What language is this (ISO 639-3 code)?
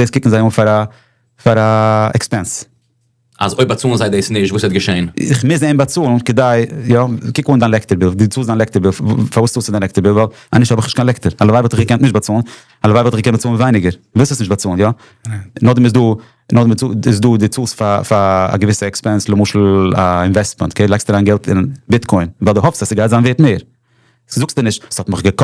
yid